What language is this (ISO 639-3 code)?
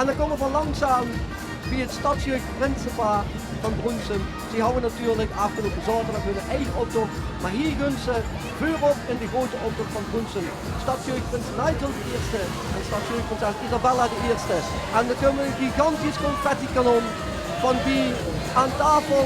lim